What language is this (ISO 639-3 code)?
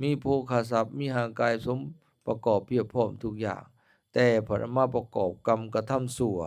lao